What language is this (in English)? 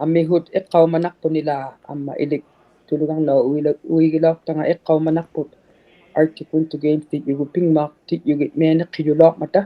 Inuktitut